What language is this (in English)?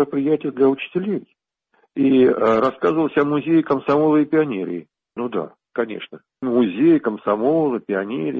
Russian